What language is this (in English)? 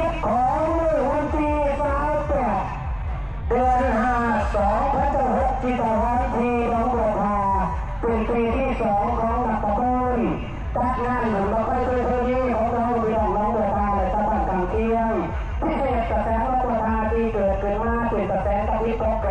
Lao